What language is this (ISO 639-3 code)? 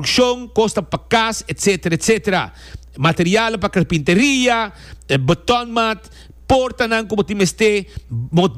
pap